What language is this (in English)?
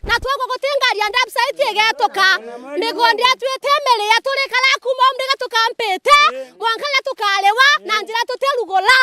Meru